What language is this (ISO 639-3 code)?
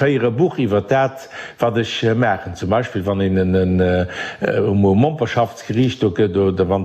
ltz